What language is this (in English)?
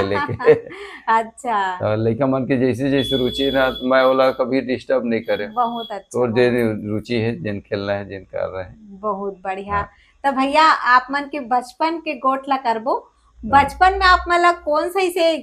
Chhattisgarhi